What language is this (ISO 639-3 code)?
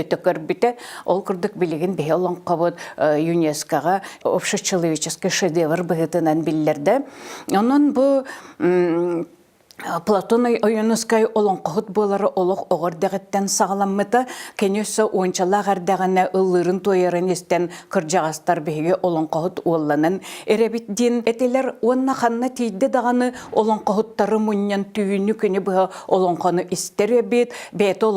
sah